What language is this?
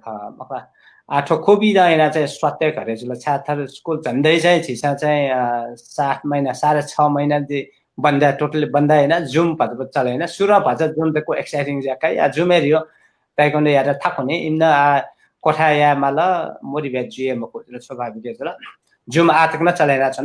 Newari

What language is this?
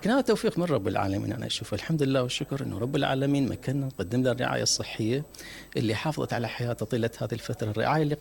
Mesopotamian Arabic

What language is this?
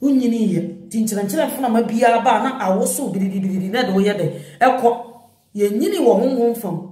Akan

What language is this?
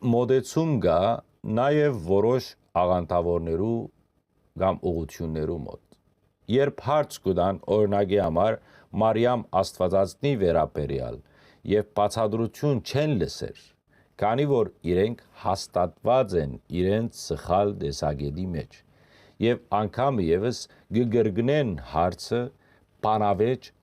Western Armenian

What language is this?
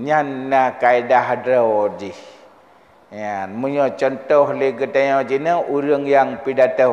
Achinese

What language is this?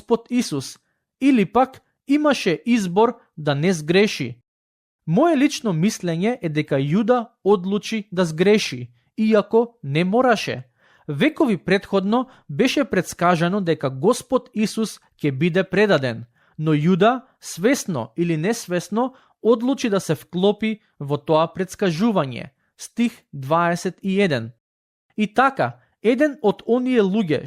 Macedonian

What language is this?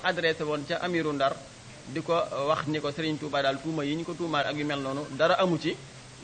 Wolof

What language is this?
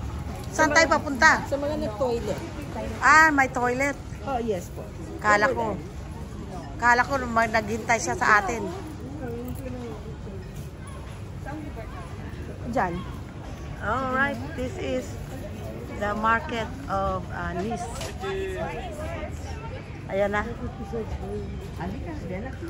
Filipino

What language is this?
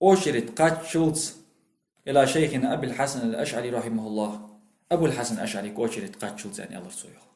Ingush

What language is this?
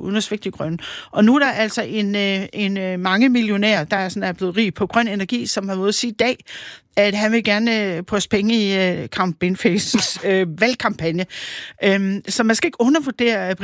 Danish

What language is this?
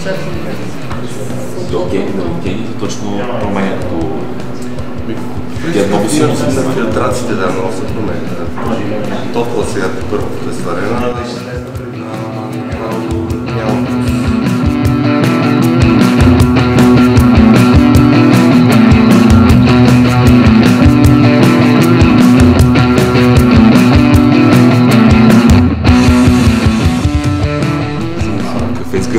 Bulgarian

